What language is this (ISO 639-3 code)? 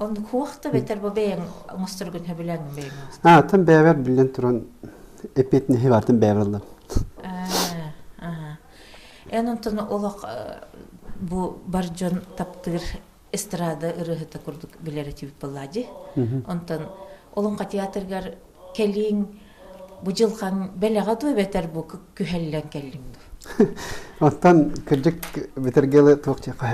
sah